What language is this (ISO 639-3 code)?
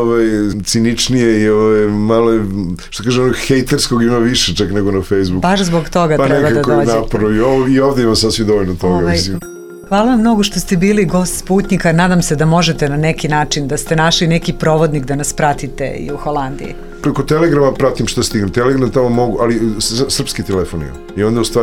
srp